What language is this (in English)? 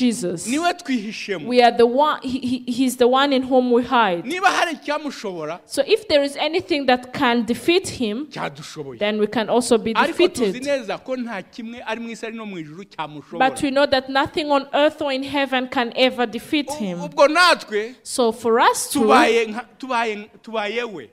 Kinyarwanda